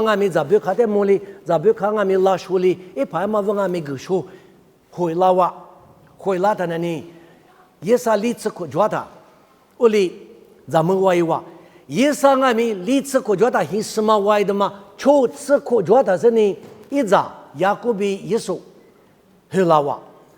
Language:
Lisu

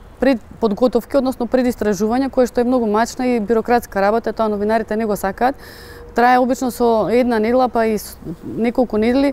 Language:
Macedonian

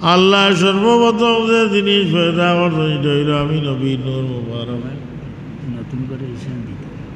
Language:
Sylheti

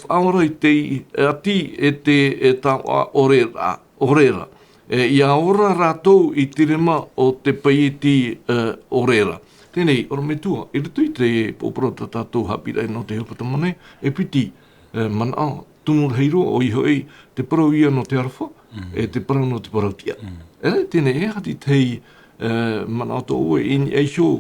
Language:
Tahitian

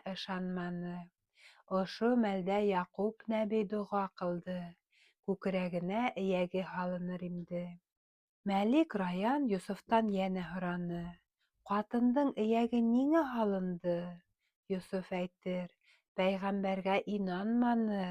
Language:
Bashkir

